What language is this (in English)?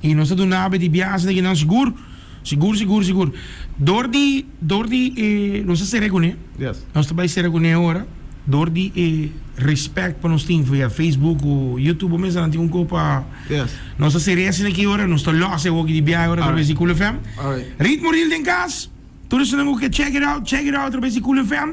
Papiamento